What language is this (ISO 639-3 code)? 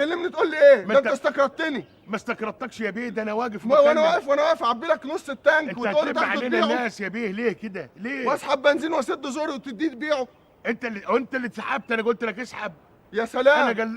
arz